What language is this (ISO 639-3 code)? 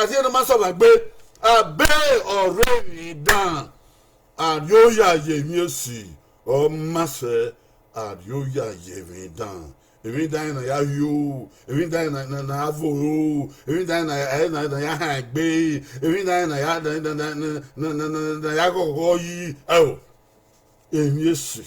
bin